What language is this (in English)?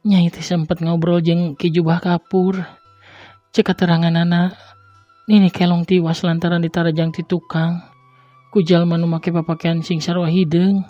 Sundanese